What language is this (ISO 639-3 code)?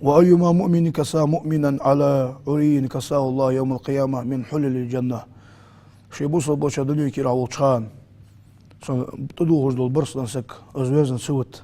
inh